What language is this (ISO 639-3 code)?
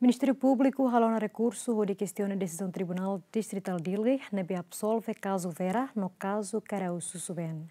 tet